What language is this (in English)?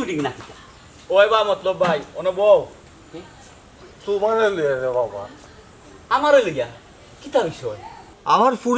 Sylheti